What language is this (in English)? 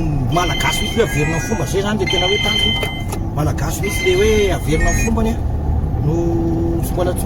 Malagasy